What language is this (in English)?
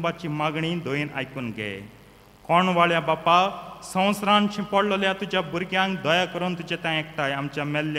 Konkani